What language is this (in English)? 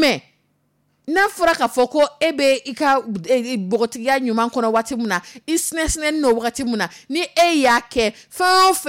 Dyula